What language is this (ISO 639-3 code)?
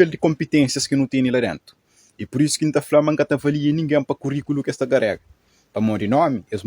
kea